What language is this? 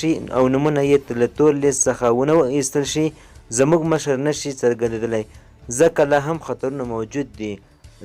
Pashto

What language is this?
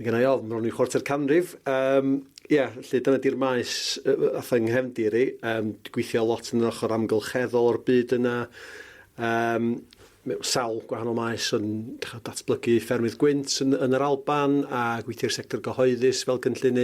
Welsh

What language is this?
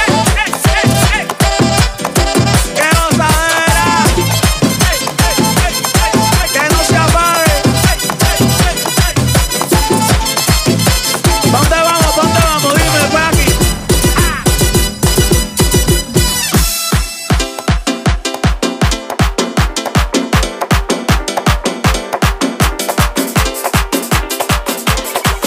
Spanish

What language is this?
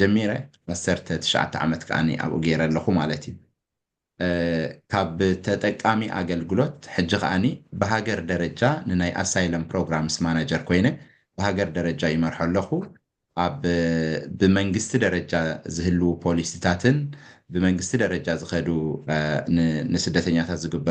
Tigrinya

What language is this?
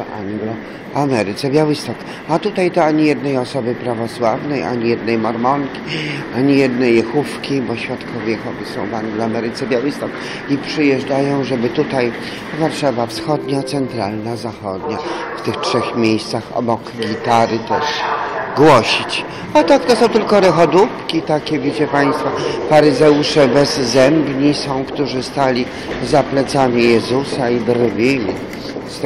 Polish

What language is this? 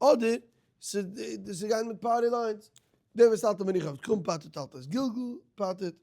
Yiddish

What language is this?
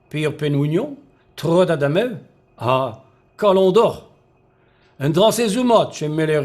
Breton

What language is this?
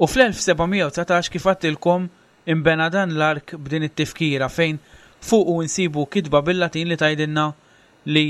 Maltese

